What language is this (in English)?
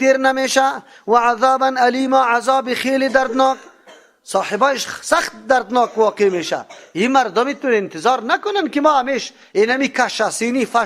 Persian